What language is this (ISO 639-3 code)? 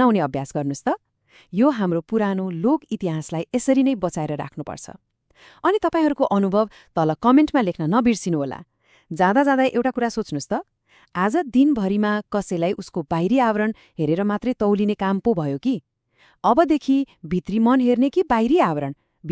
nep